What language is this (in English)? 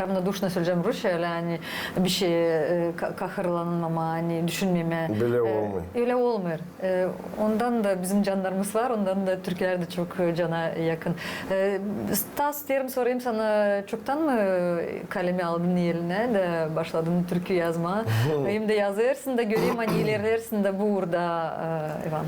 Gagauz